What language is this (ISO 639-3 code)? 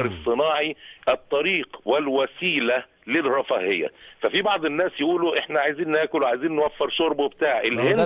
arz